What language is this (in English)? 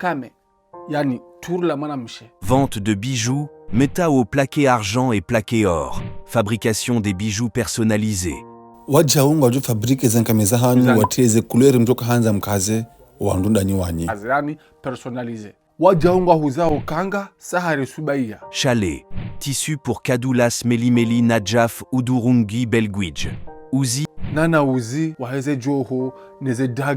Ngazidja Comorian